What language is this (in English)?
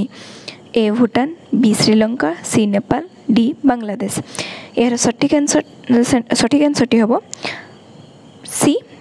Odia